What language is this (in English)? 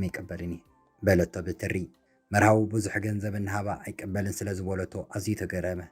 Tigrinya